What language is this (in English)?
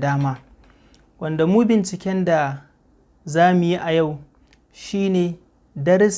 Hausa